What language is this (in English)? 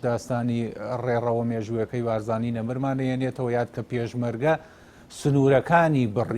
Central Kurdish